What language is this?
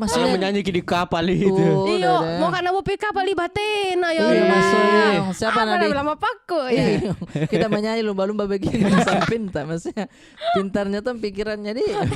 Makassar Malay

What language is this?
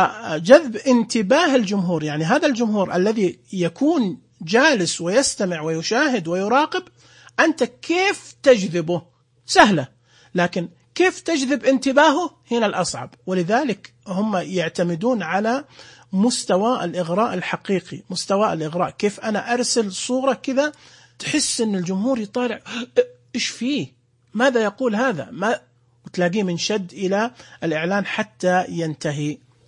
Najdi Arabic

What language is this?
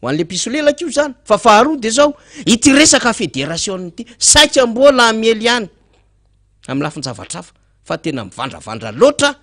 Malagasy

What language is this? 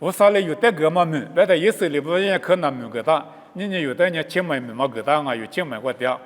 Lisu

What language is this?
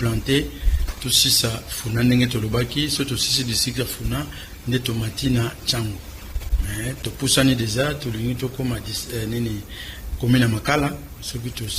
Lingala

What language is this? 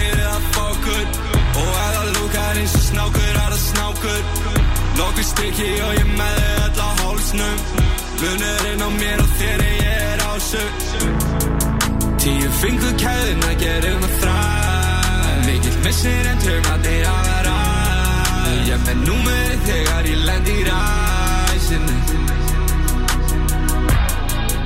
Icelandic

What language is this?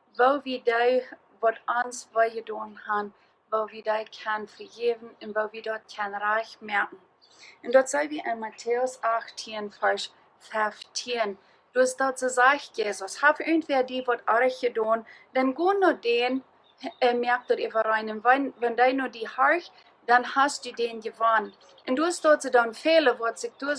Plautdietsch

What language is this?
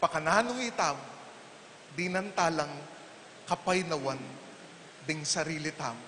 Pampanga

